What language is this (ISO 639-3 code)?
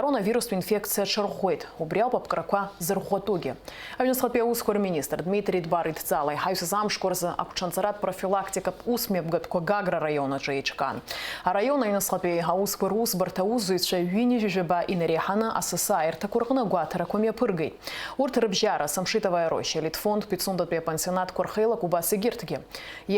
abk